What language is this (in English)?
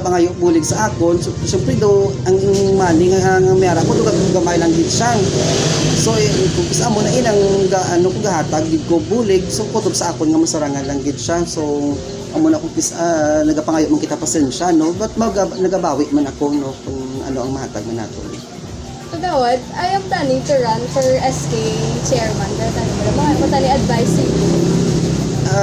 Hiligaynon